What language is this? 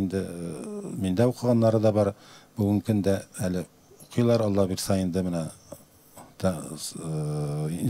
Tatar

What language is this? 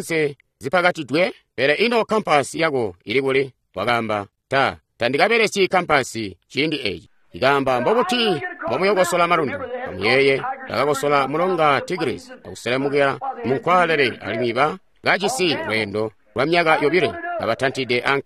Tonga (Zambia)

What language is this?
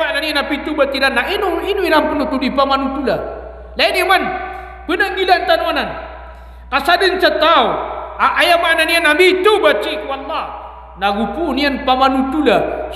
Maranao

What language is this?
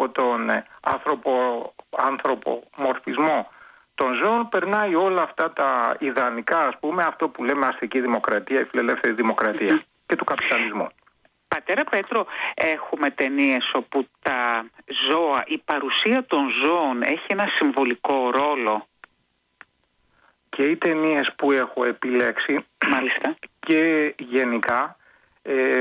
Greek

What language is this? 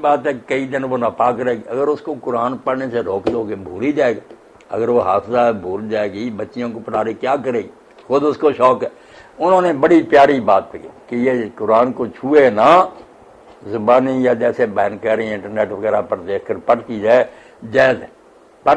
Urdu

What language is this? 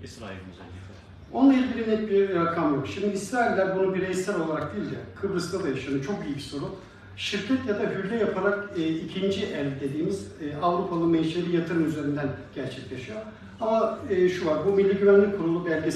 Turkish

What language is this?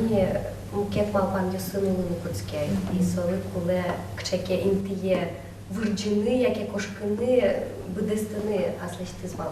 Udmurt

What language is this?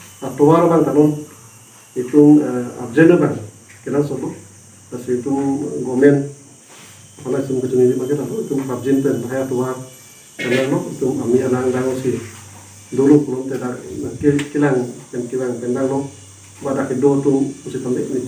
Karbi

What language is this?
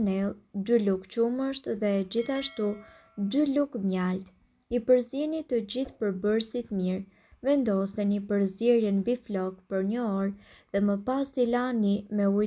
Albanian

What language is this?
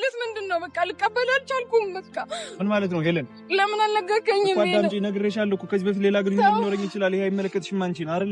Amharic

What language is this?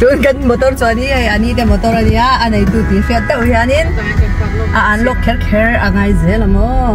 Mizo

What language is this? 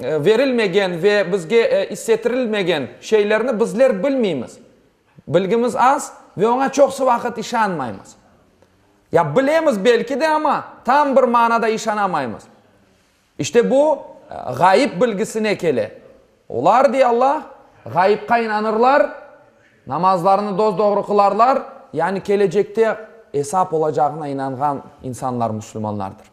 Crimean Tatar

